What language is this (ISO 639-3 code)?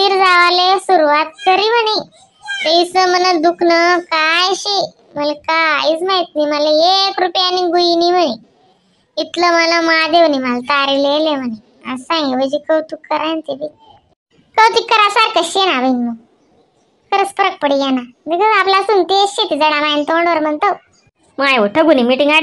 khn